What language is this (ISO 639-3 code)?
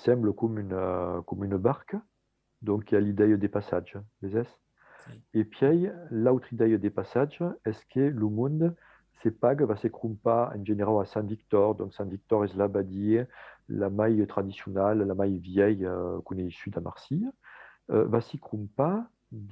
oci